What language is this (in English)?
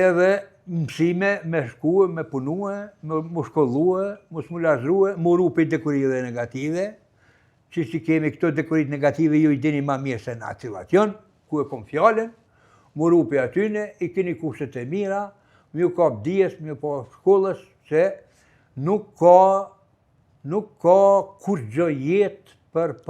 Albanian